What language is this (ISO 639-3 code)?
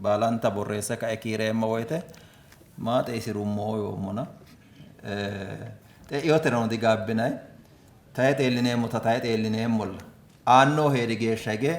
sid